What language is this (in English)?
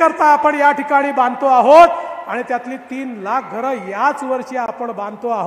Marathi